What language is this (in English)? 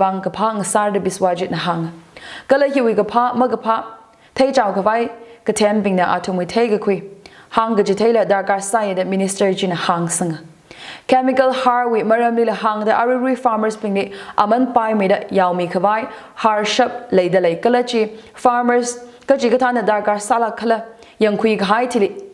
Tangkhul Naga (India)